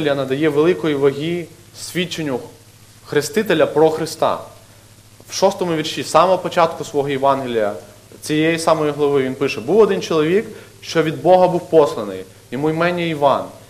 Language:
Ukrainian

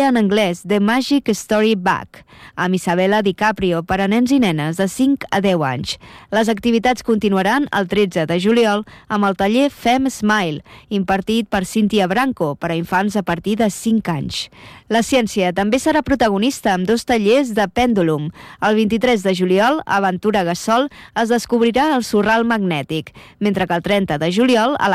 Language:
Catalan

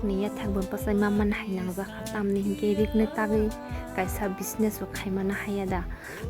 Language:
Kok Borok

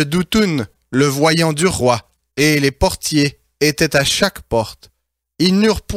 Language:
French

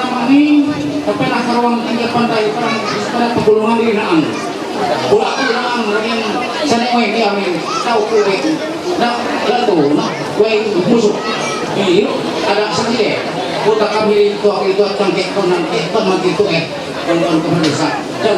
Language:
Ma'anyan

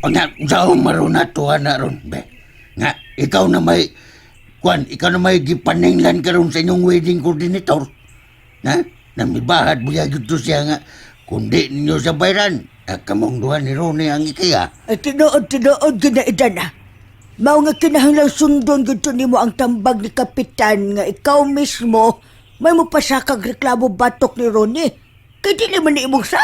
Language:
Cebuano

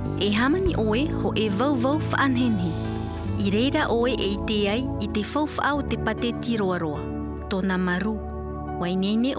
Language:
Tahitian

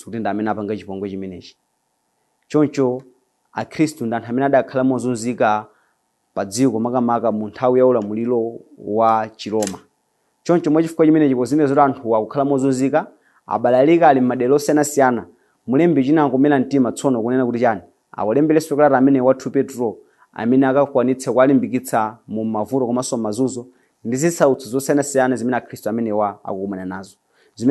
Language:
Nyanja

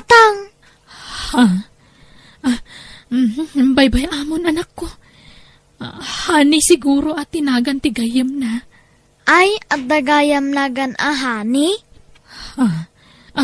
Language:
Iloko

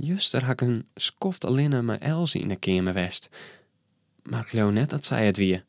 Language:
Western Frisian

